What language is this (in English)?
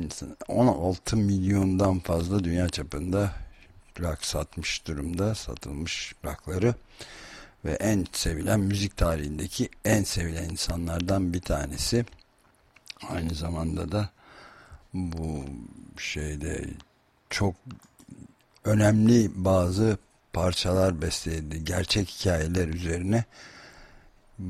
Turkish